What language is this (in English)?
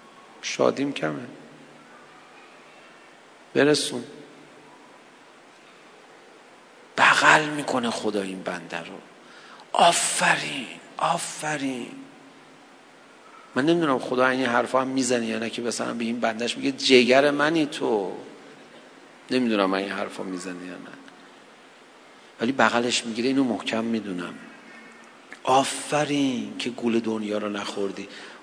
Persian